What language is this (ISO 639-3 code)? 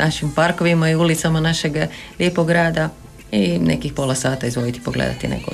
hrv